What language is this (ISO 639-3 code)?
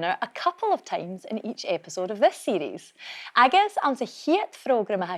gla